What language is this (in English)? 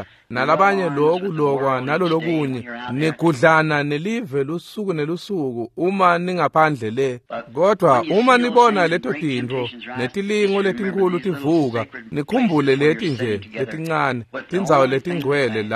Swati